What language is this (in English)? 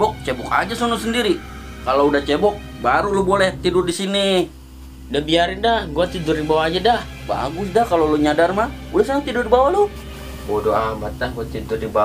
Betawi